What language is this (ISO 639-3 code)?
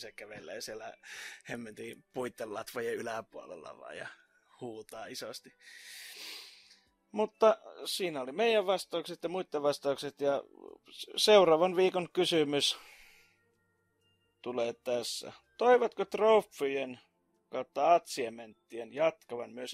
fin